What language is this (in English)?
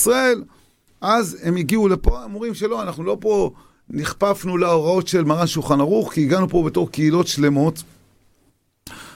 Hebrew